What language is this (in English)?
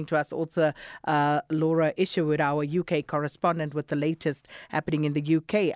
English